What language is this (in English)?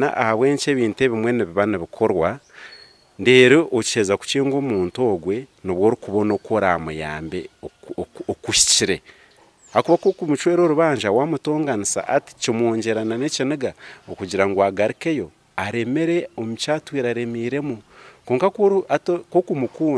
Nyankole